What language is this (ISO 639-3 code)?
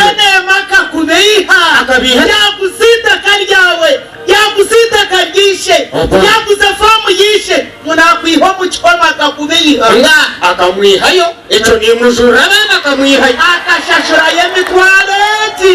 nyn